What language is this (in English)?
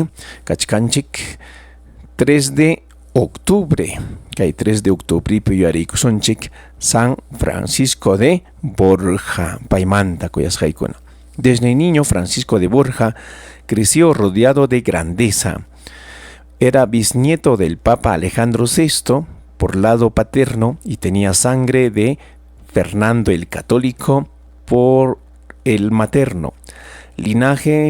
Ayacucho Quechua